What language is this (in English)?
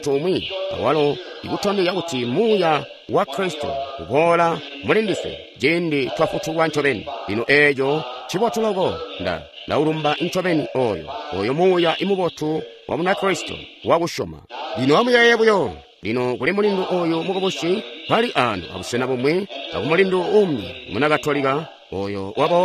Tonga (Zambia)